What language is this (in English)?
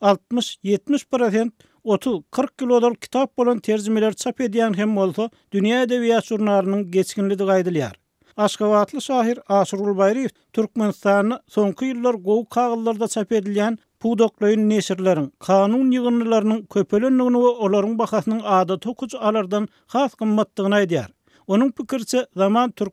Turkmen